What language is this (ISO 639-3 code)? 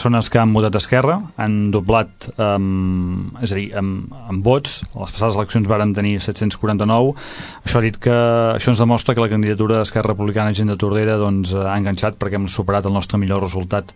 cat